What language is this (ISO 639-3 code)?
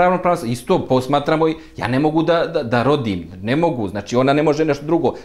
bos